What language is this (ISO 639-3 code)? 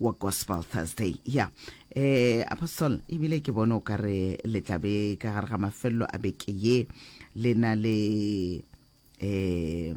nso